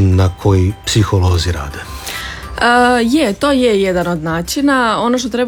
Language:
Croatian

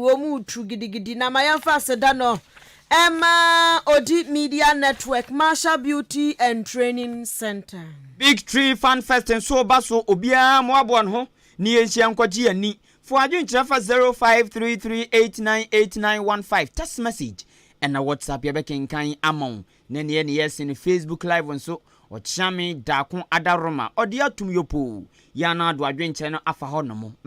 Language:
Akan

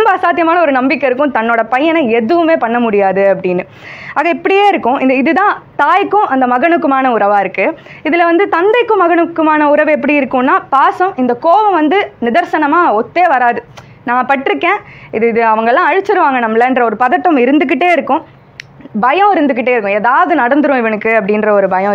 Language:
Tamil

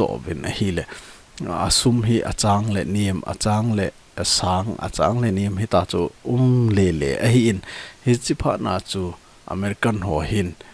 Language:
Thado Chin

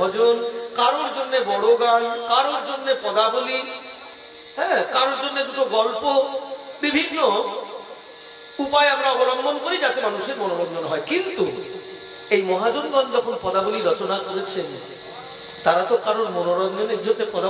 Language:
Bangla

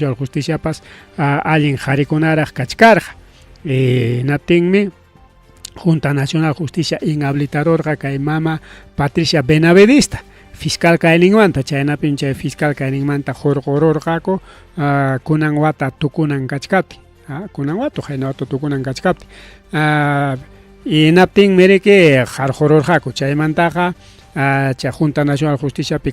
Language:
Ayacucho Quechua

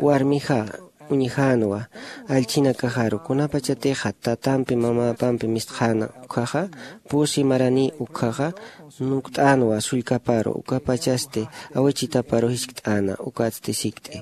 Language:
Aymara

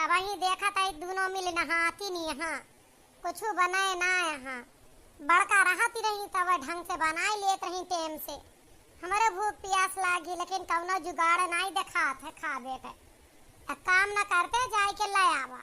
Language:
Awadhi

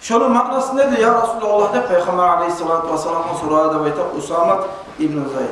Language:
Kumyk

